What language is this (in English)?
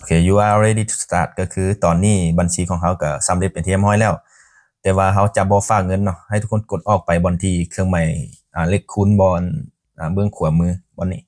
Lao